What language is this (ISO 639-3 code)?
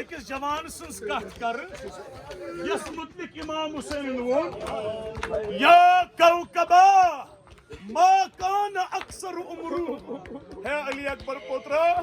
kas